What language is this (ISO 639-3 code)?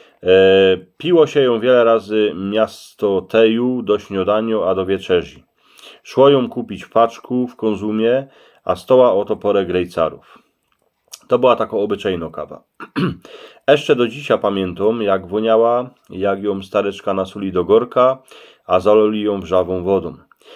szl